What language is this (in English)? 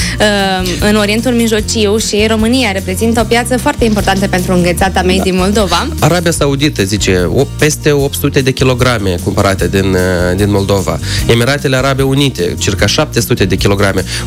Romanian